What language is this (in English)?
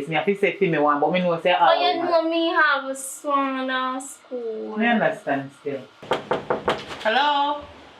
Jamaican Creole English